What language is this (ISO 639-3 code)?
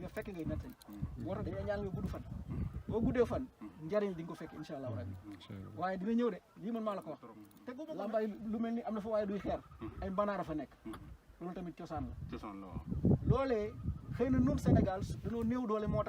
wol